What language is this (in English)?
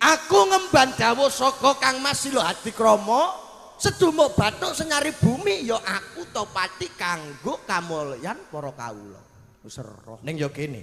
Javanese